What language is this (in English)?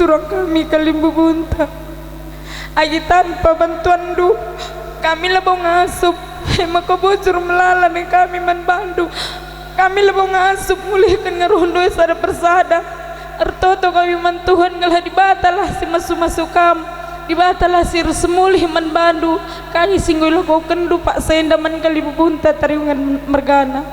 Batak Karo